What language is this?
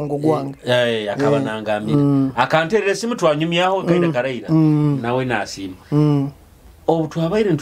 Nyoro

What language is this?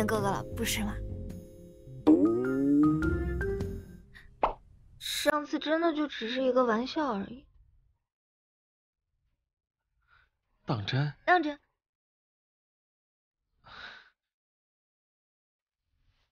Chinese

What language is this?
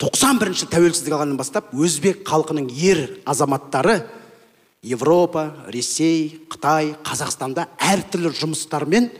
Kazakh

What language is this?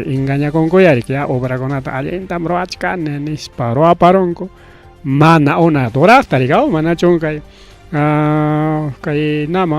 Ayacucho Quechua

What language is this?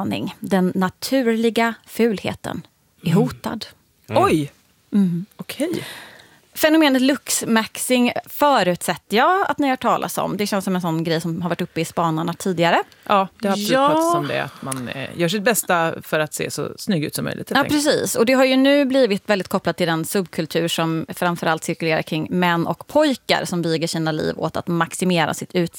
Swedish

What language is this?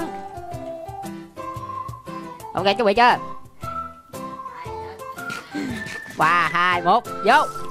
Vietnamese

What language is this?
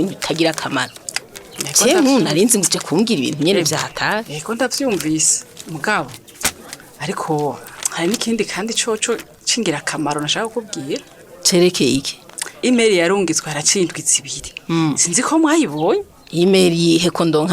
Rundi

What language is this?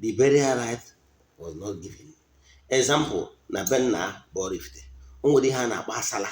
Igbo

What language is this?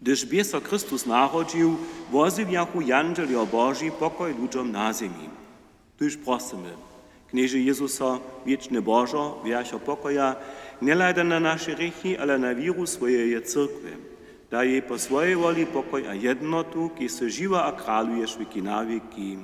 Upper Sorbian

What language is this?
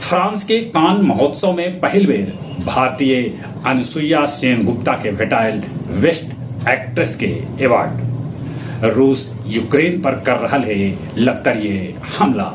Magahi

